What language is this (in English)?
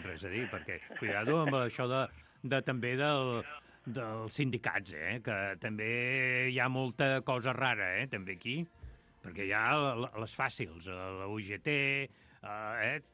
Catalan